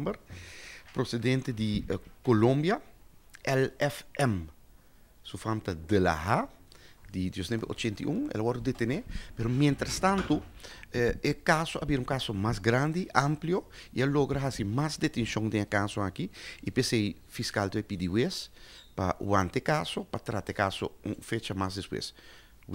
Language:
Papiamento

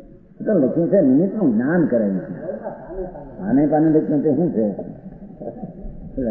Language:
Gujarati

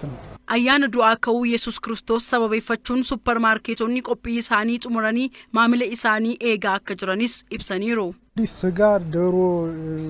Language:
Oromo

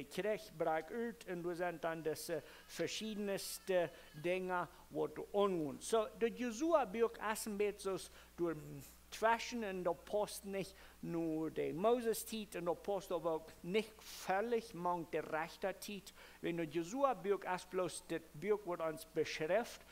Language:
Plautdietsch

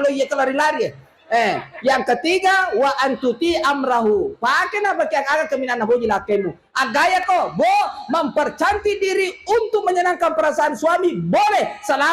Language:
Buginese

